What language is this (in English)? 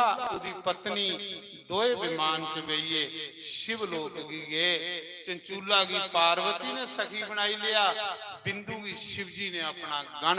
Dogri